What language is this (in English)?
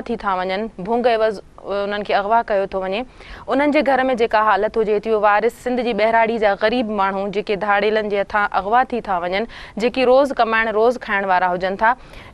Sindhi